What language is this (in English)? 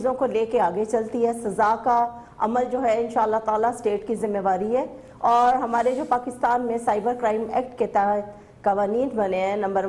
Urdu